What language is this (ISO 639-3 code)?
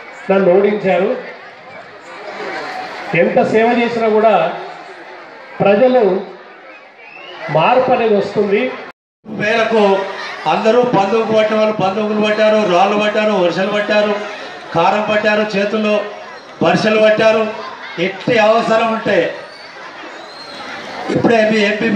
tel